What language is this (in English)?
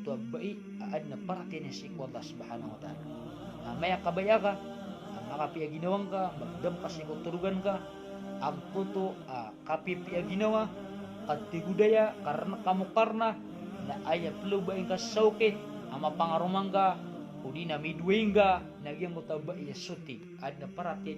Maranao